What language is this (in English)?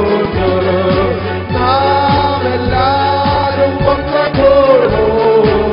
Malayalam